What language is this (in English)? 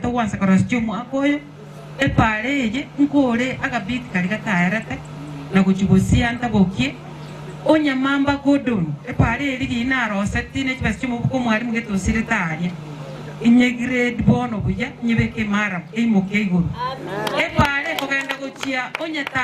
Gusii